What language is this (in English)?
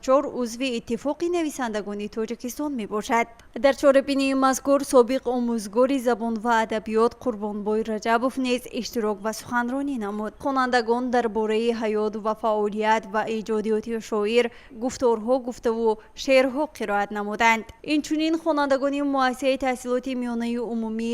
Tajik